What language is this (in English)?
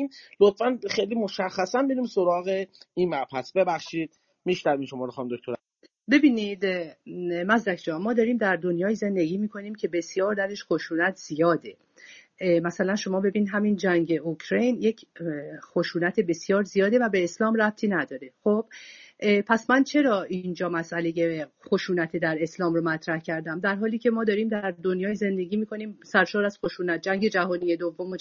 Persian